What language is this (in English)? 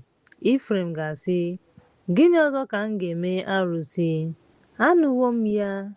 Igbo